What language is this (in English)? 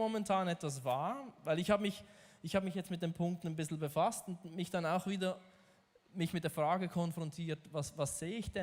Swiss German